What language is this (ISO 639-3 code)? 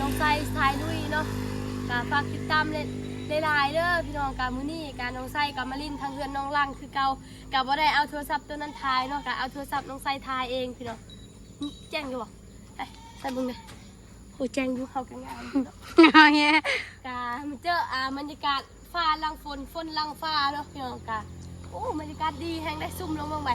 tts